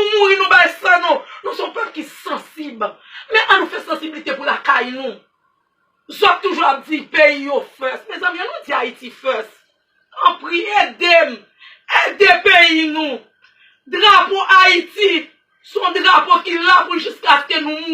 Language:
Haitian Creole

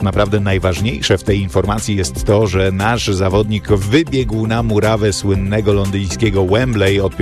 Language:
Polish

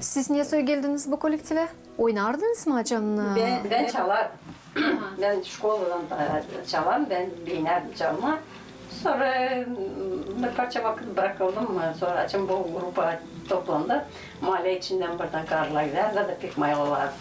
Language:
Gagauz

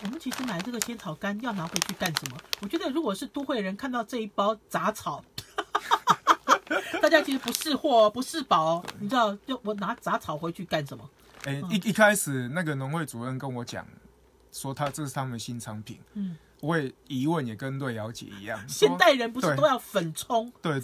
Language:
Chinese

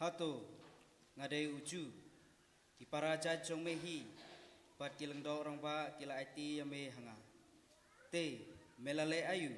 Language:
Khasi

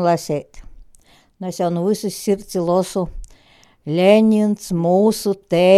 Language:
Latvian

